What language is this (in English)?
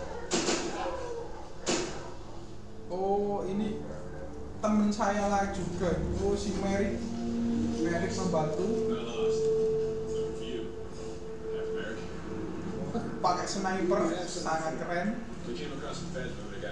Indonesian